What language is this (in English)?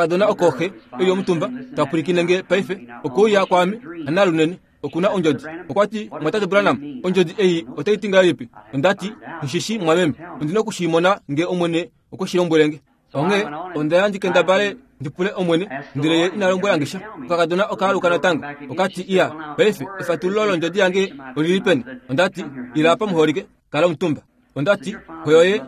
Kuanyama